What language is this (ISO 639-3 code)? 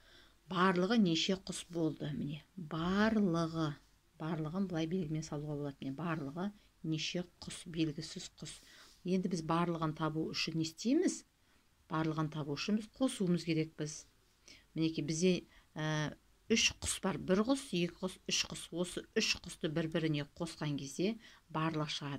kaz